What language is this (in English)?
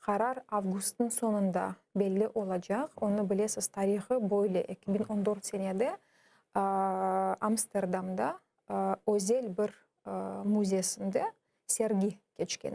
Crimean Tatar